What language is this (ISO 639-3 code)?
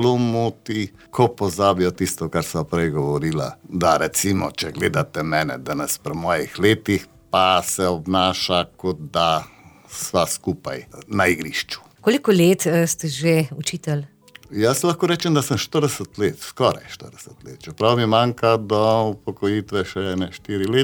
slv